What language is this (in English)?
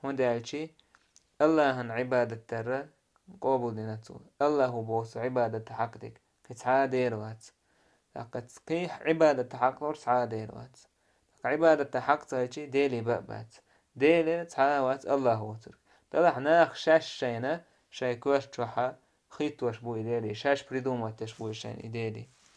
Chechen